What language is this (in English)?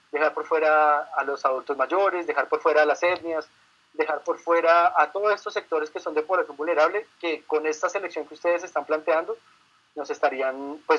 Spanish